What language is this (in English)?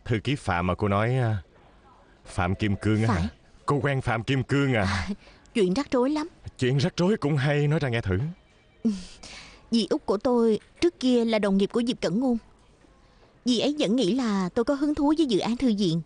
Vietnamese